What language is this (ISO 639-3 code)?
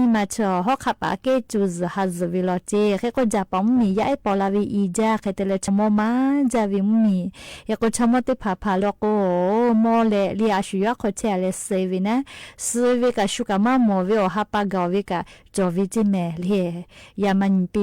lhu